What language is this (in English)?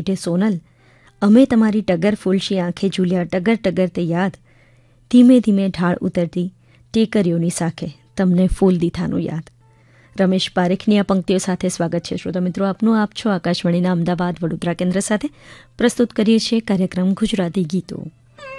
Gujarati